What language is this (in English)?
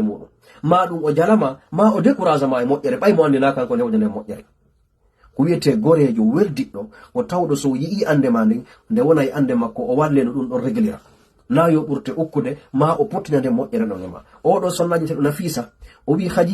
Fula